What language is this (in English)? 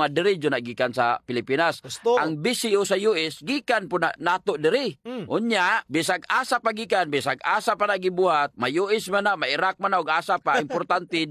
Cebuano